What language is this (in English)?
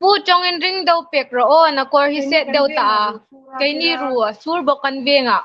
Hmar